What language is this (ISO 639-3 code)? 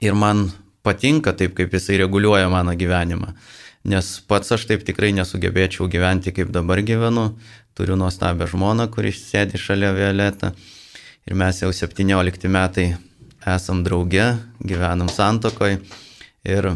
lit